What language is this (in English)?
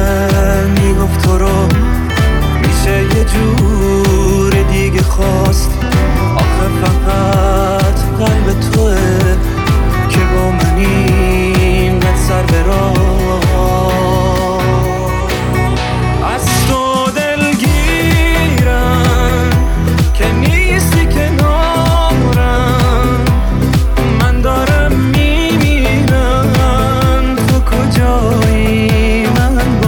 Persian